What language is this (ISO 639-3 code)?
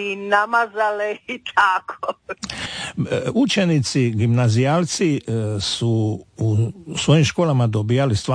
hrv